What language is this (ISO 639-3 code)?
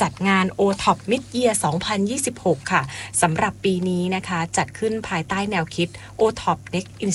tha